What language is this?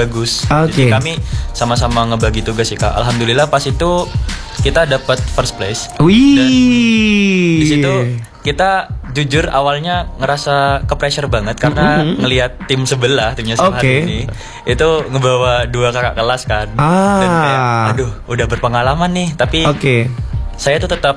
Indonesian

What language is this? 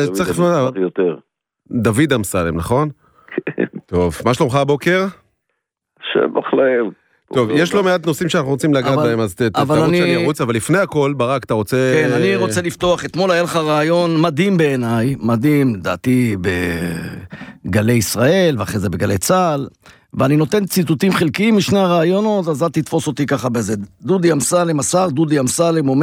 Hebrew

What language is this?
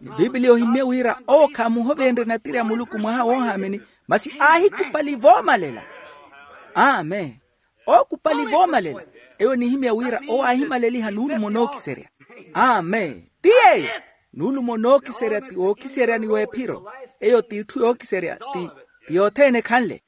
Makhuwa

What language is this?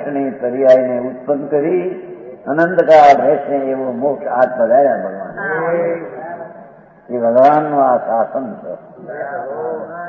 Gujarati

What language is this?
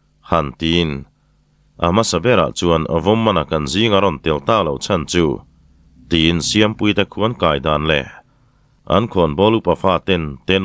Mizo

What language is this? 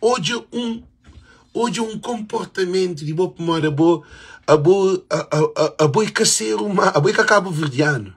Kabuverdianu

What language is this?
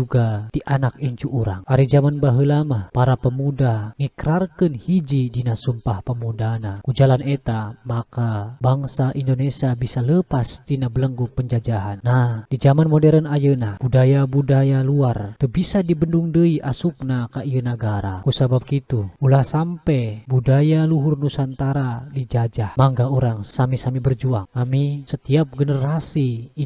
Sundanese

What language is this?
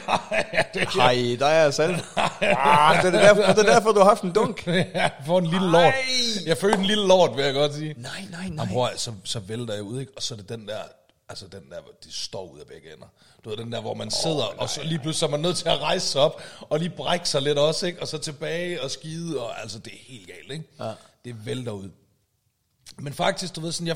Danish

